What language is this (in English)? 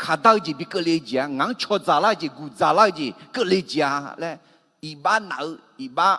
Akha